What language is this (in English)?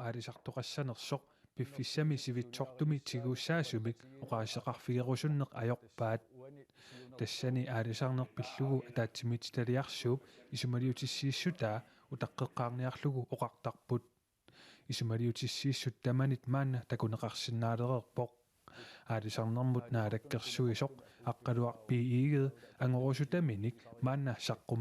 Kalaallisut